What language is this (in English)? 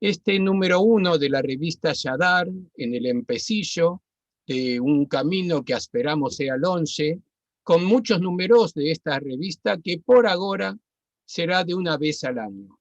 Ladino